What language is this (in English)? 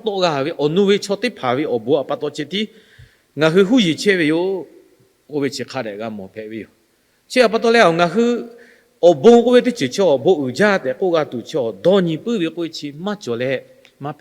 Lahu